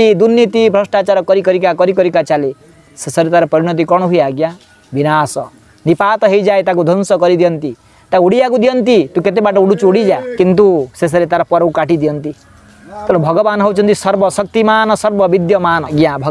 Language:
Odia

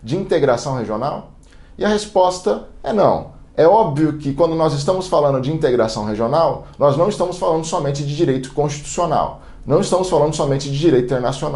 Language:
Portuguese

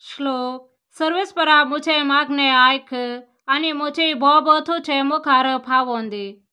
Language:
Konkani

